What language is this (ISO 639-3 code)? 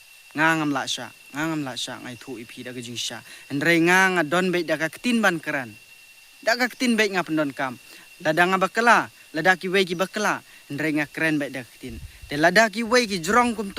kha